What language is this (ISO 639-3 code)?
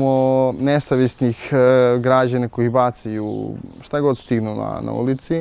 srp